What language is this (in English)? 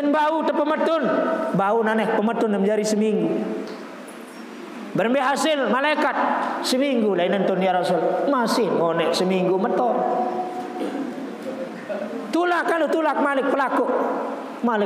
Sasak